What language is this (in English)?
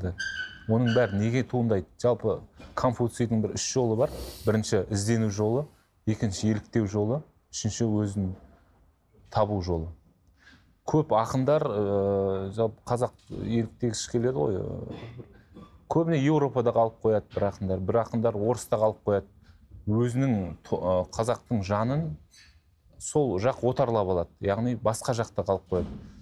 Kazakh